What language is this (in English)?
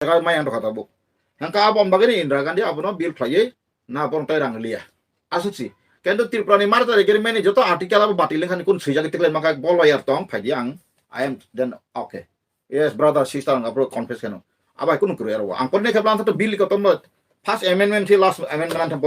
Kok Borok